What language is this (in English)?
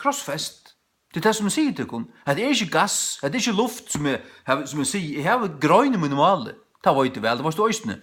Faroese